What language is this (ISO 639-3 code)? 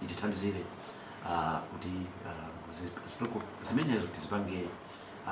nya